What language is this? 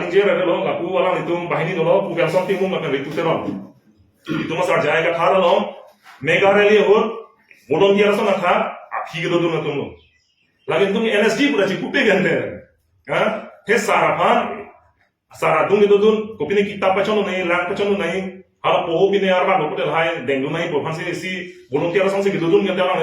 Karbi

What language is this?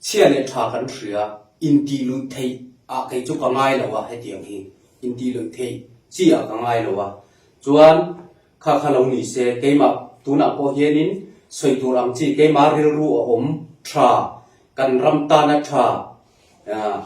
Falam Chin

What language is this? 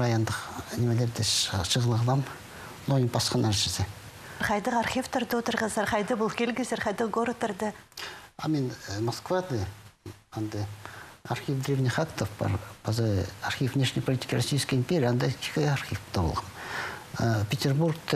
Khakas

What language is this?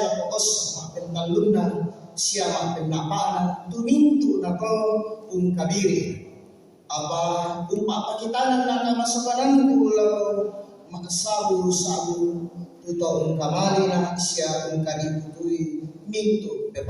Toraja-Sa'dan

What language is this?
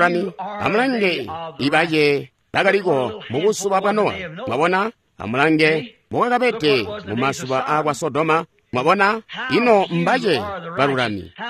Tonga (Zambia)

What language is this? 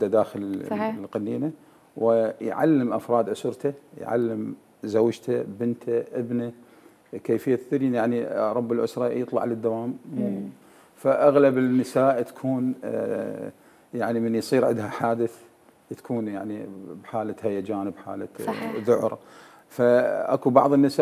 Mesopotamian Arabic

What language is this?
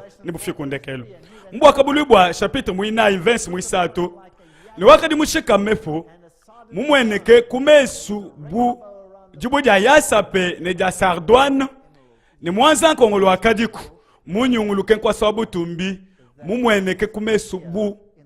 Luba-Lulua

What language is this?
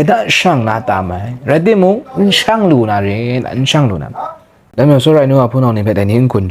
Kachin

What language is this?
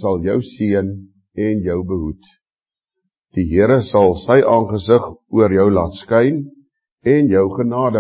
Afrikaans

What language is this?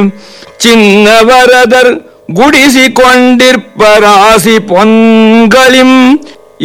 Kannada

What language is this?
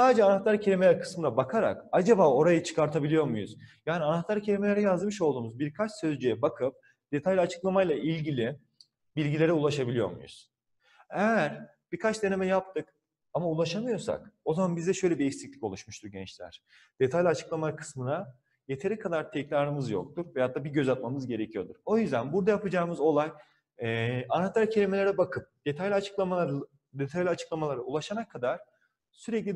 Turkish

